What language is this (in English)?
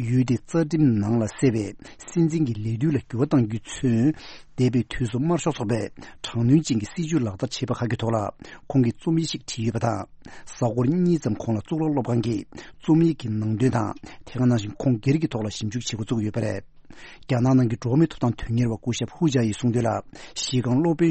Tibetan